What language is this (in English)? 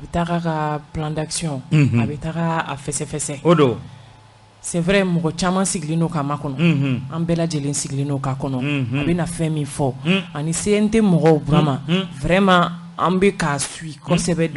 Bambara